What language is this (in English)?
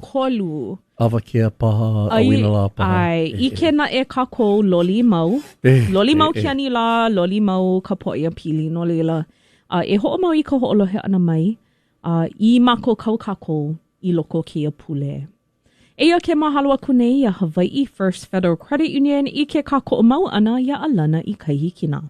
Hawaiian